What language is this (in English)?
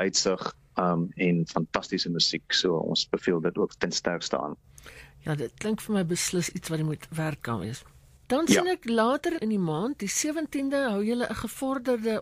Afrikaans